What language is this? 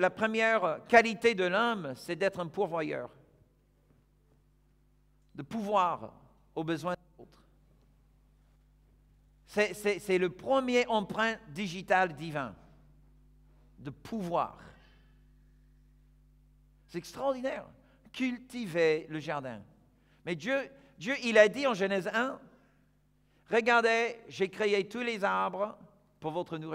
French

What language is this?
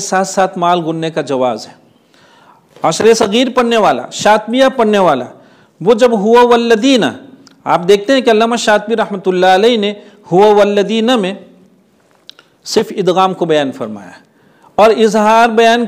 Urdu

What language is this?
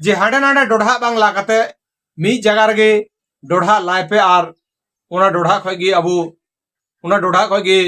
Santali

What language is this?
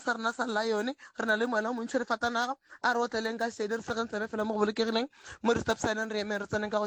Northern Sotho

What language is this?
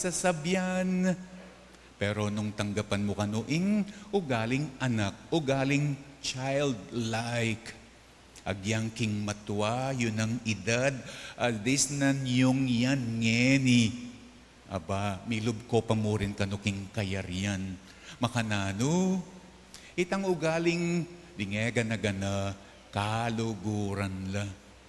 Pampanga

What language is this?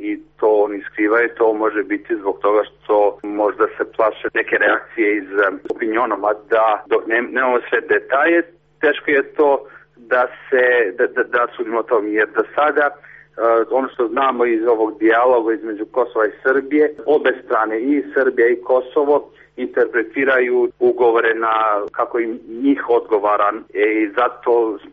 Serbian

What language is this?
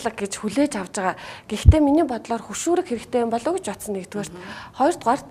Mongolian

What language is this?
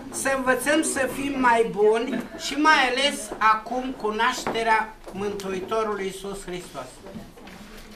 Romanian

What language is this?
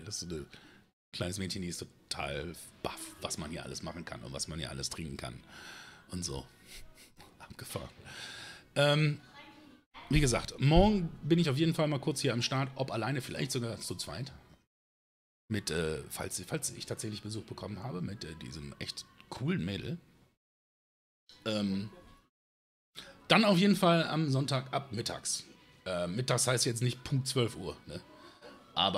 German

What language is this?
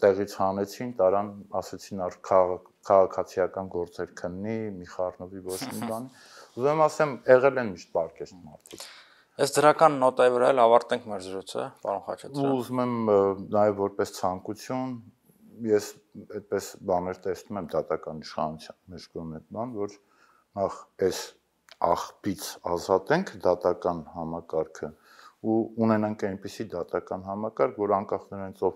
Armenian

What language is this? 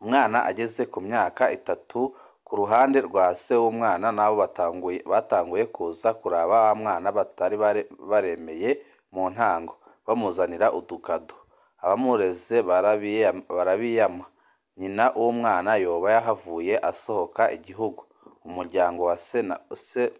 Rundi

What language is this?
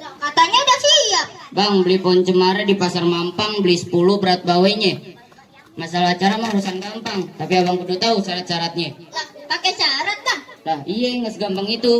Betawi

